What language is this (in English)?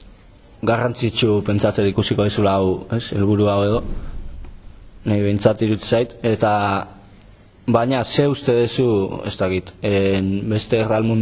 Basque